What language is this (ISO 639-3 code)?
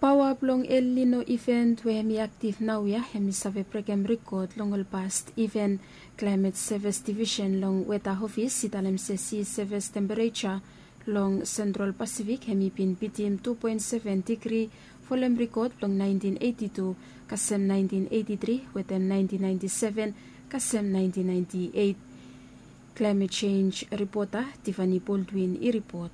bis